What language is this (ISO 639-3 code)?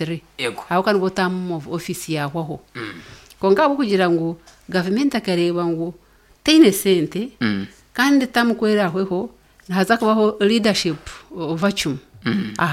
nyn